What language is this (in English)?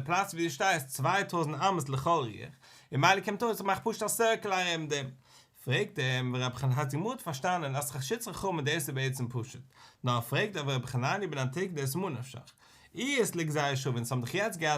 Yiddish